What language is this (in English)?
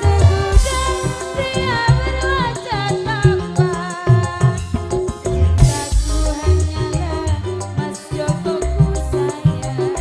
Madurese